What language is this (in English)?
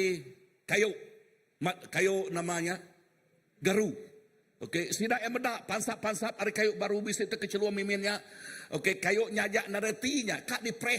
Iban